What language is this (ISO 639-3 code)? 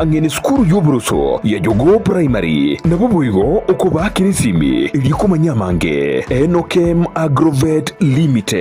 guz